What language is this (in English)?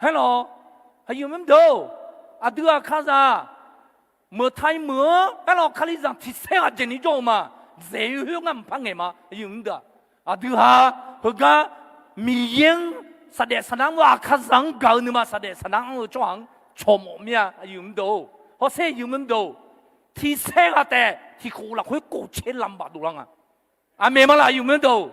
Akha